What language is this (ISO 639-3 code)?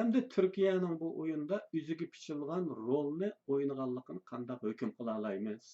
uig